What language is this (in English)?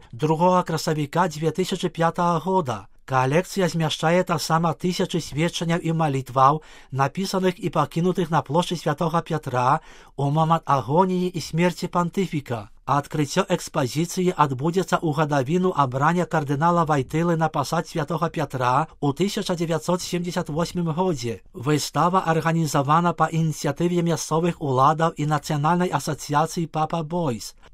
Belarusian